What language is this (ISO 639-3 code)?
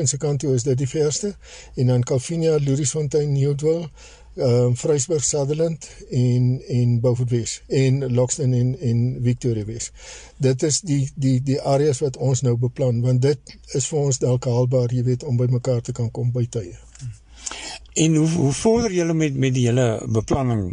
afr